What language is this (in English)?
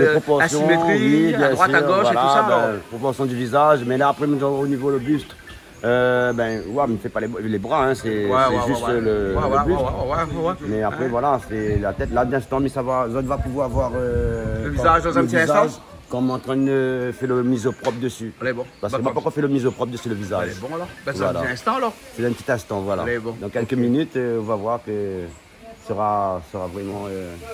Réunion Creole French